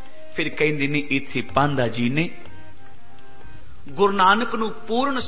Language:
Punjabi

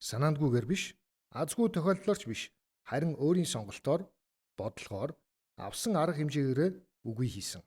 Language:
Mongolian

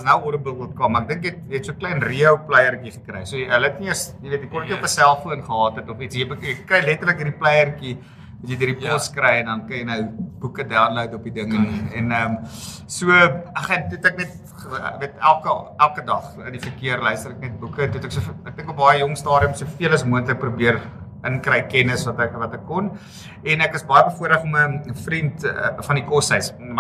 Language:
Afrikaans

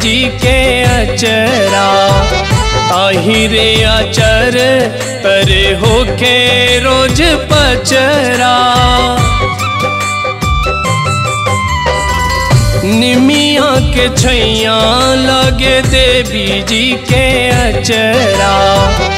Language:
Bhojpuri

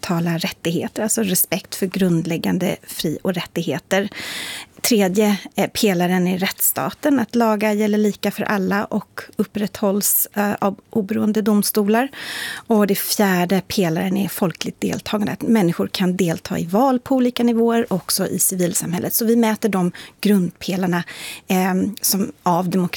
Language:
Swedish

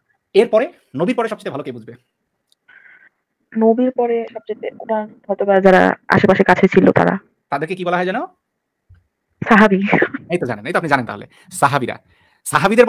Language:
Bangla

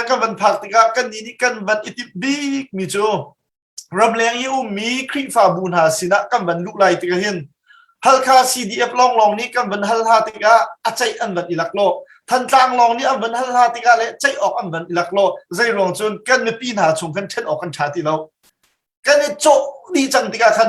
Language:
Hakha Chin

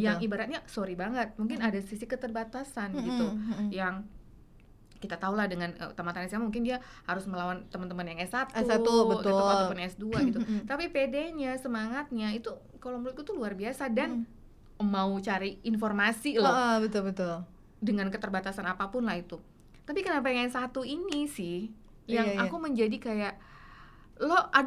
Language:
Indonesian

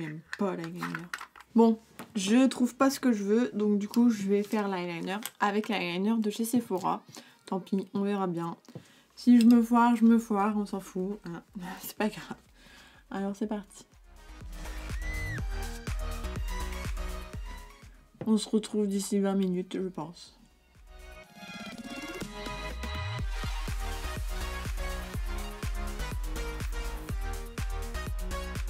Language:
French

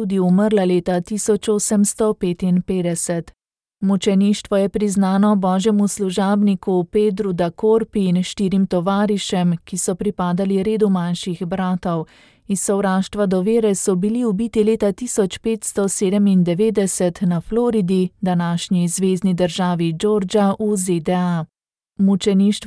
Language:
Slovenian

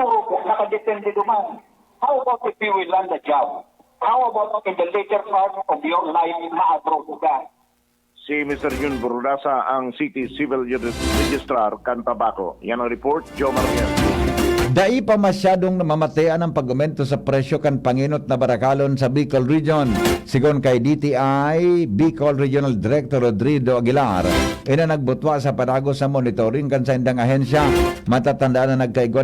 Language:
Bikol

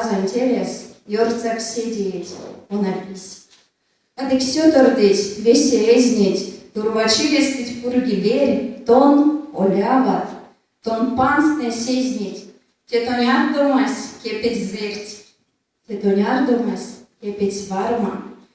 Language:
Erzya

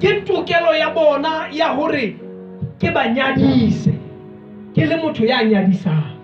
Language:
Southern Sotho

